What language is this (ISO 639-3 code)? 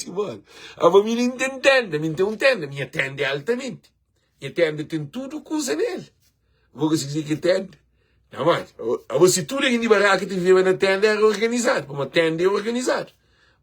kea